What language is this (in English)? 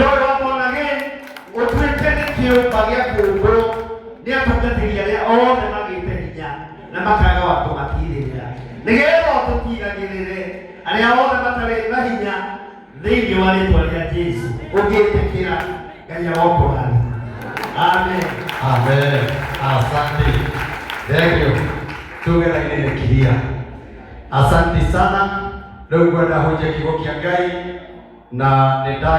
Kikuyu